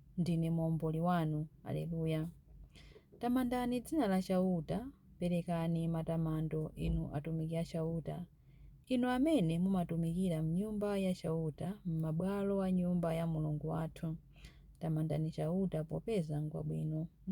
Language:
Nyanja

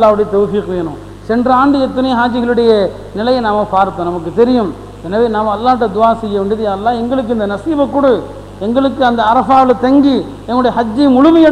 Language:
Tamil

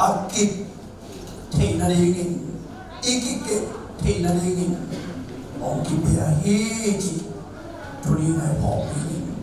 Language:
Tedim Chin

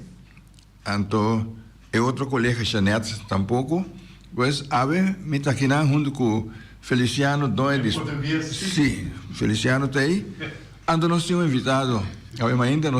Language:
Papiamento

